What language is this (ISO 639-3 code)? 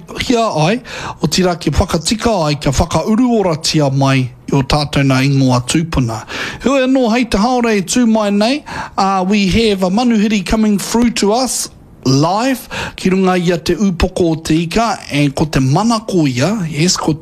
mri